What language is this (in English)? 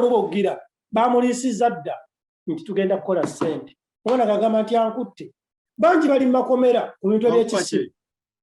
Ganda